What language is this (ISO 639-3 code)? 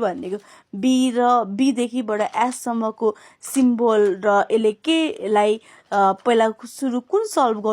nep